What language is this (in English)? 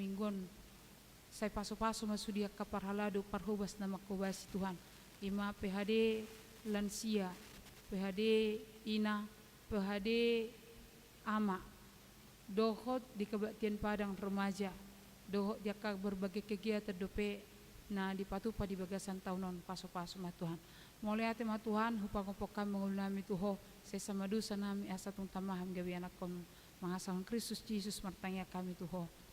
Batak Toba